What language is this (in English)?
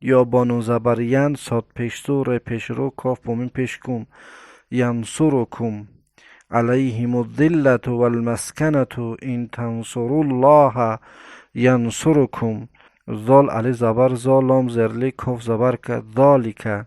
Tajik